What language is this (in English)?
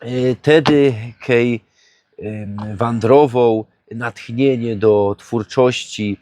Silesian